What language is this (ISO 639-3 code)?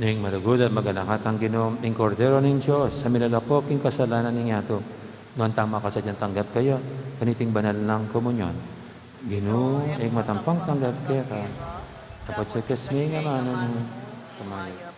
pam